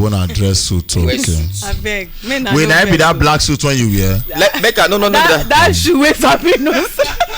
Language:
Nigerian Pidgin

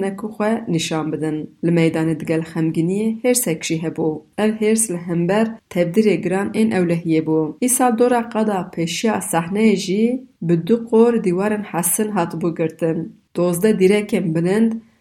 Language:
Kurdish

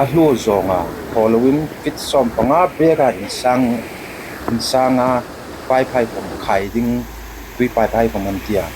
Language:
Hmar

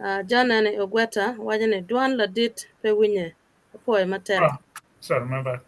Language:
Acoli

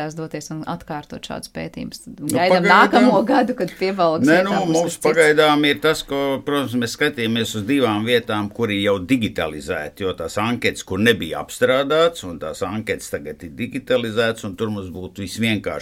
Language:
Latvian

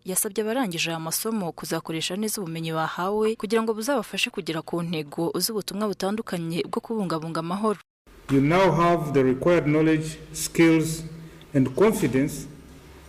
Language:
Kinyarwanda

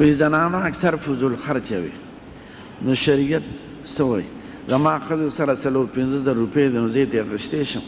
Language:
Pashto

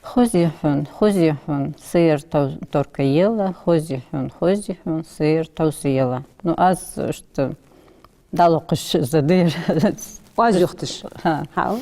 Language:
Ingush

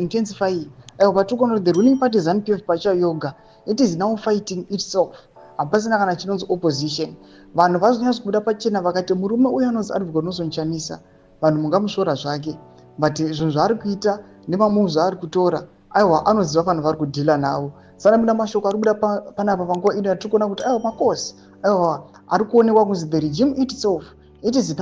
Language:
Shona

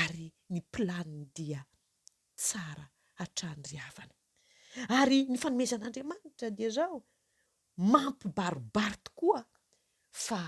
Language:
Malagasy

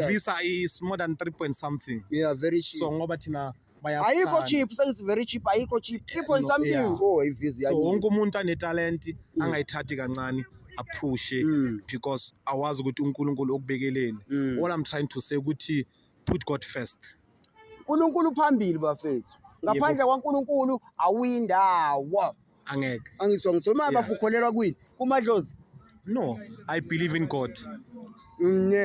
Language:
Zulu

